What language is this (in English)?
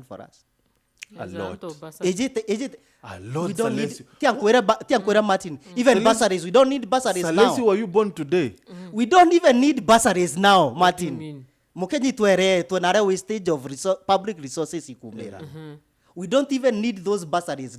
Meru